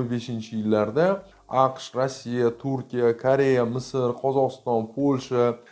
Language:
Uzbek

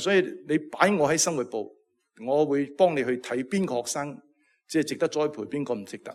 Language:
Cantonese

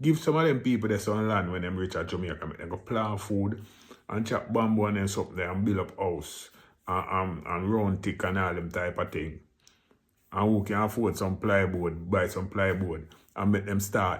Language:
Jamaican Creole English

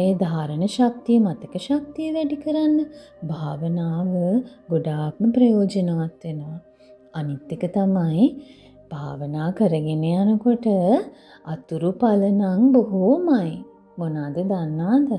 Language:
Sinhala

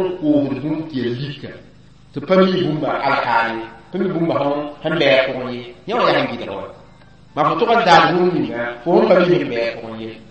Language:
Mossi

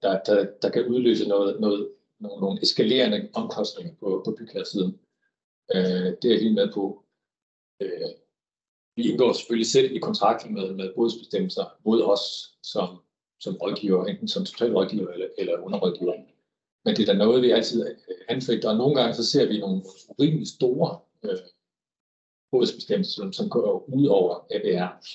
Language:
Danish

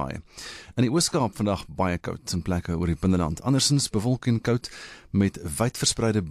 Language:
Afrikaans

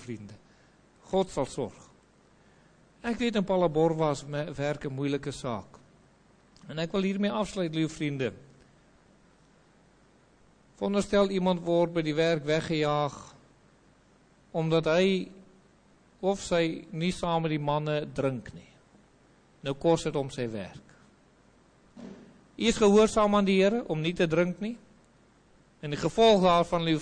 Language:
Afrikaans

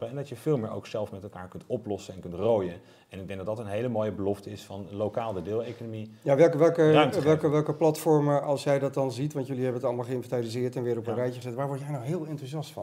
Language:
Dutch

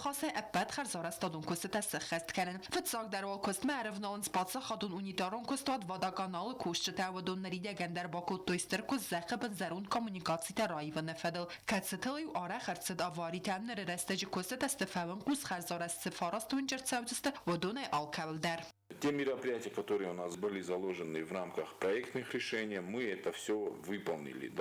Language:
Ossetic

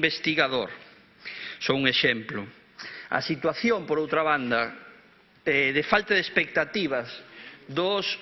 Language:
Galician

